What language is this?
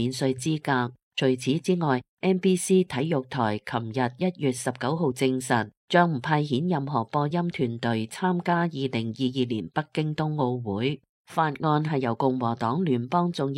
Cantonese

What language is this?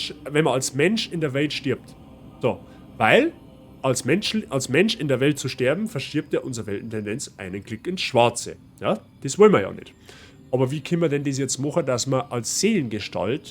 Bavarian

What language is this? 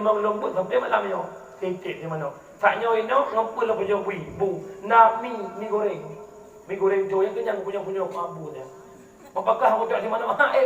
Achinese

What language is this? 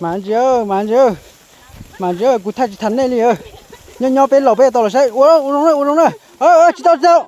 Hmong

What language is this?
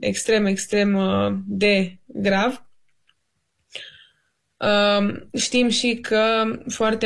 Romanian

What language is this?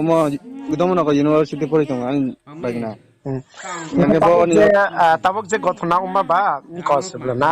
Riang (India)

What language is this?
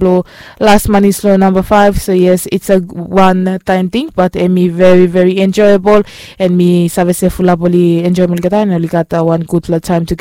Bislama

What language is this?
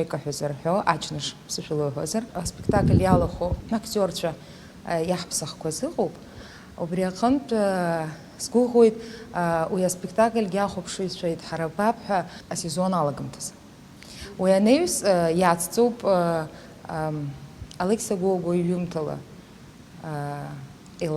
Abkhazian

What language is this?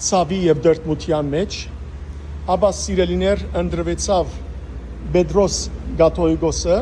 Western Armenian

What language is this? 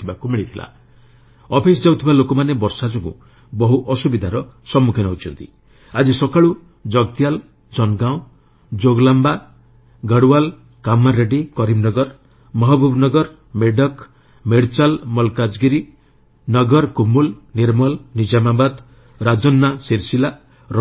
Odia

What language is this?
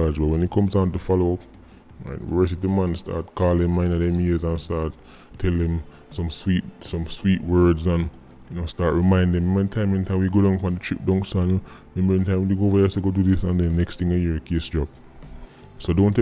Jamaican Creole English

